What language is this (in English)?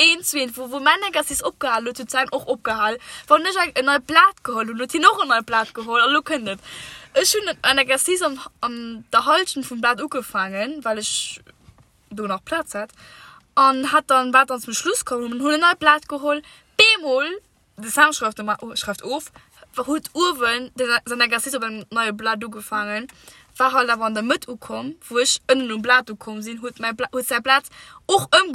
Luxembourgish